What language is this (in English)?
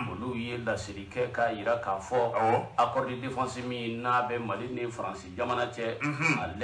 Bambara